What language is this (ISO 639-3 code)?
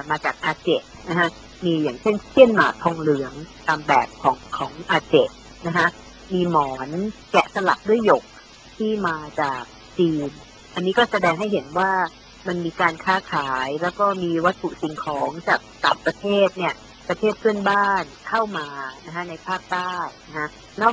tha